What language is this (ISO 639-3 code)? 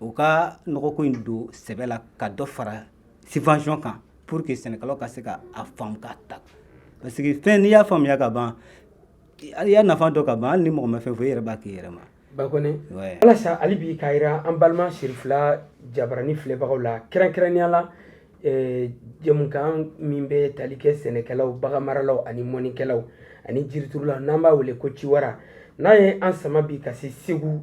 bam